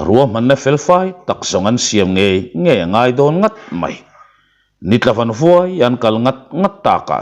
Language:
Mizo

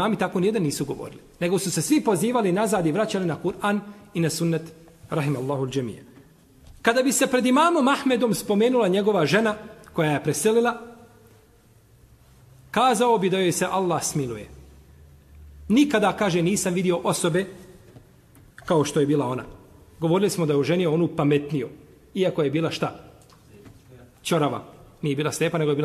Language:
Bosnian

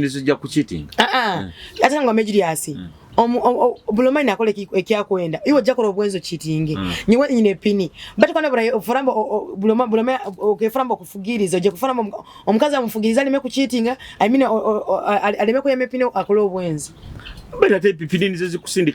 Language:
Nyoro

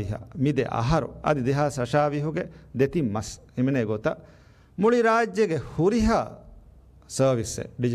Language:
Divehi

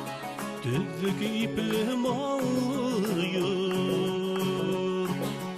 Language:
Bashkir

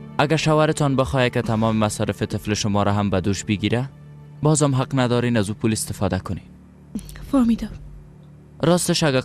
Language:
Persian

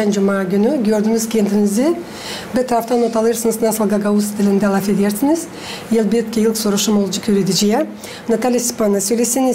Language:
Gagauz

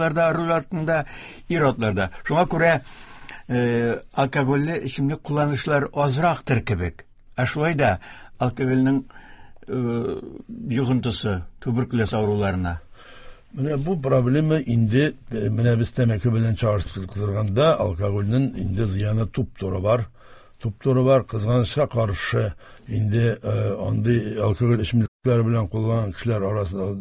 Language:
Tatar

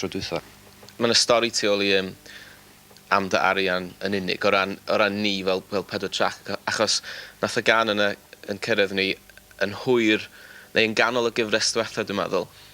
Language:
Welsh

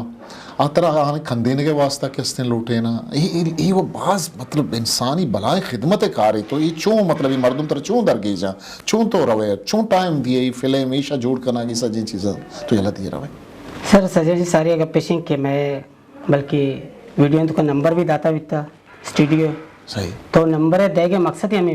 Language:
Eastern Balochi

